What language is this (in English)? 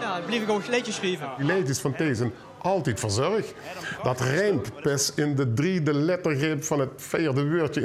Limburgish